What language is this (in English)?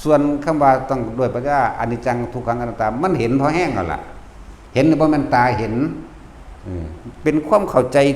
Lao